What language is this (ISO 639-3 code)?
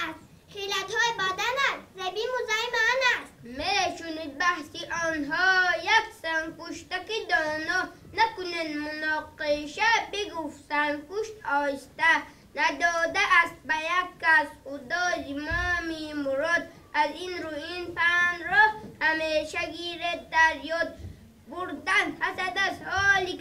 tgk